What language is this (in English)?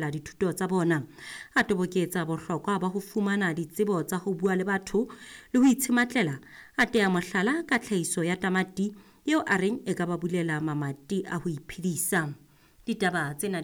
Southern Sotho